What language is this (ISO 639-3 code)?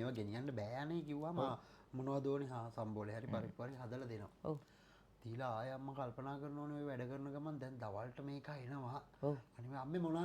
sin